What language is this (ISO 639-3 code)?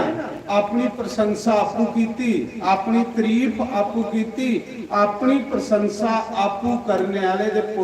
doi